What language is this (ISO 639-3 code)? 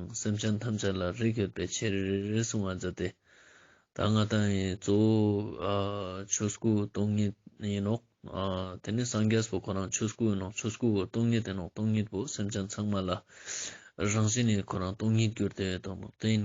lbj